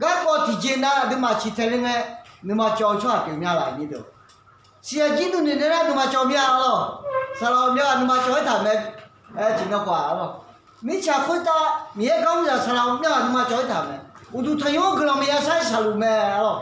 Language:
Akha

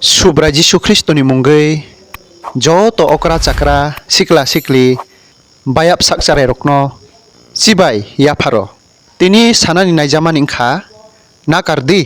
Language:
Kok Borok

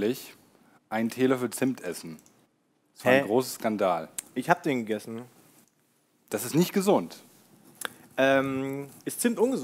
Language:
German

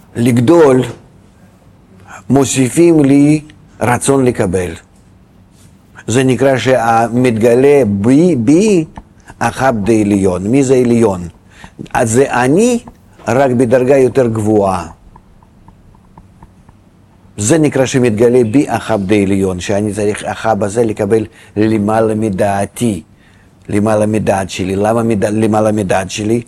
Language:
Hebrew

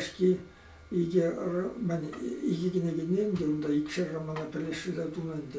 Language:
Chuvash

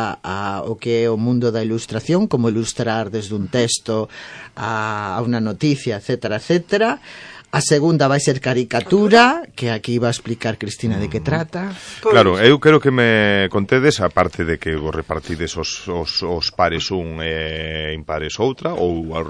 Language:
Galician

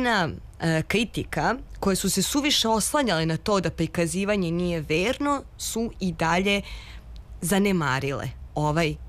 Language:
Serbian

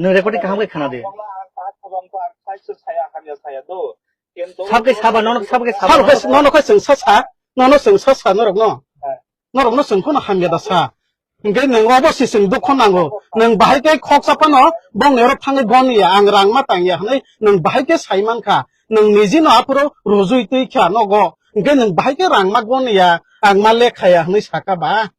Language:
Kok Borok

